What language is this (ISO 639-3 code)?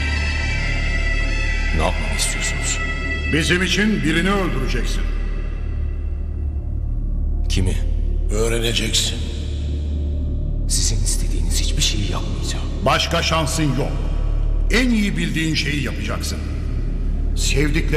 tur